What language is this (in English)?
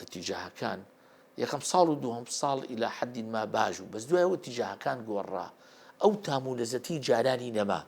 Central Kurdish